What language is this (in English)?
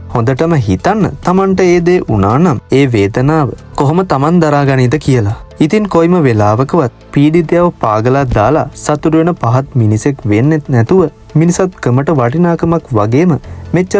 Sinhala